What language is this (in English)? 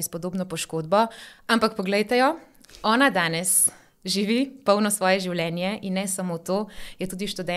Slovenian